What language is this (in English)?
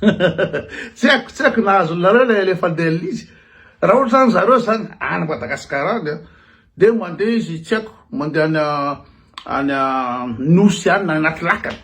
Malagasy